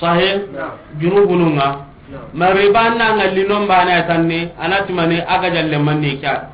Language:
Soninke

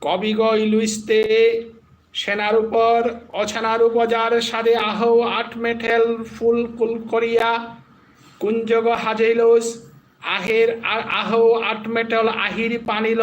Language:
Bishnupriya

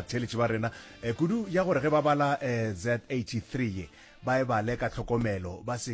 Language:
Northern Sotho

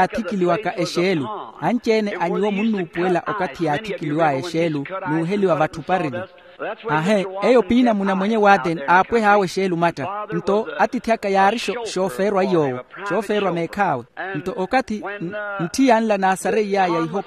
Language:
Makhuwa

